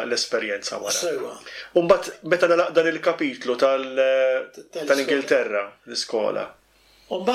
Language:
Maltese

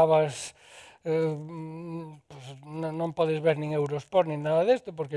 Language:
Galician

